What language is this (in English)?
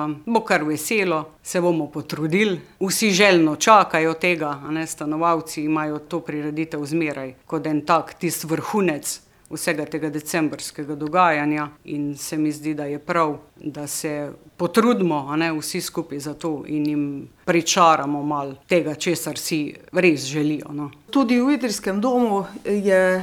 Slovenian